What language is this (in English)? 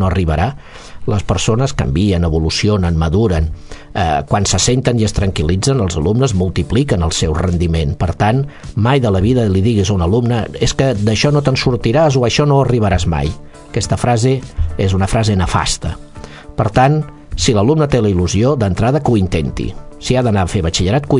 Catalan